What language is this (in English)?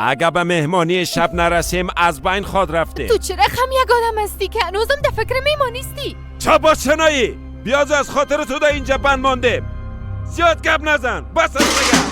Persian